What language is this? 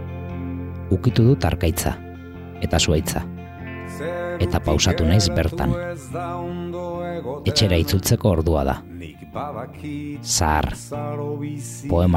Basque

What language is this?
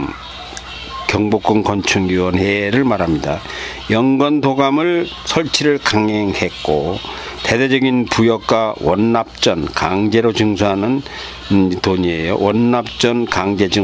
Korean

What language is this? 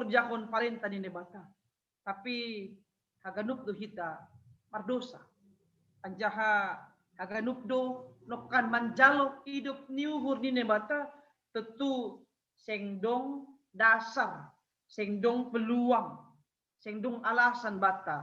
Batak Simalungun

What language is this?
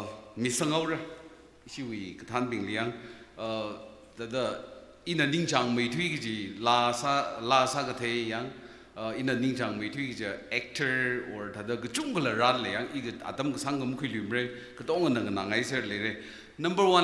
Tangkhul Naga (India)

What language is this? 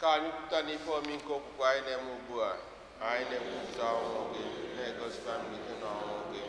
Igbo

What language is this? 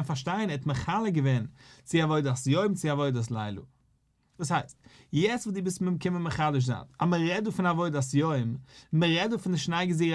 Yiddish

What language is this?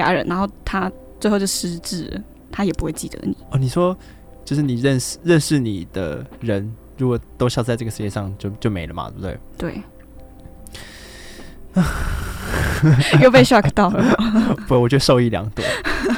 Chinese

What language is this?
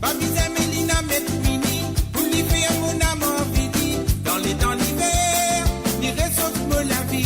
Morisyen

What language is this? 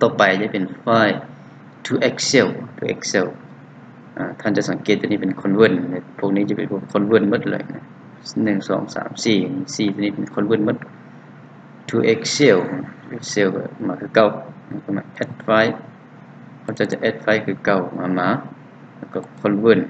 Lao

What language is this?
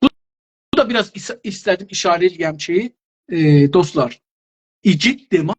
South Azerbaijani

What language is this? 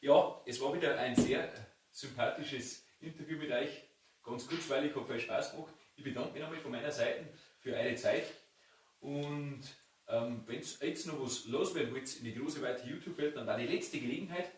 Bavarian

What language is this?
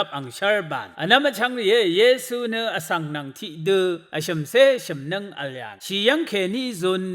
Rawang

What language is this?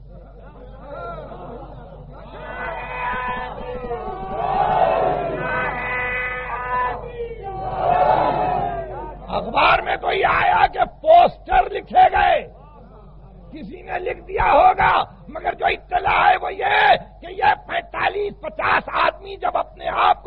Urdu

